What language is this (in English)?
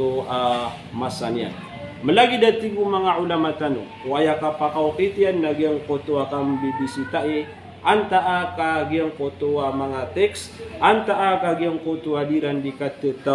Maranao